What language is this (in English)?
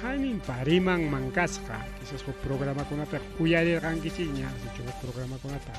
Ayacucho Quechua